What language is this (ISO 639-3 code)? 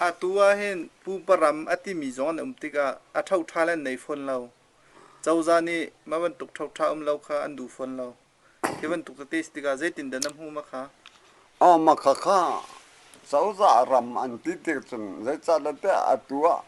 cnh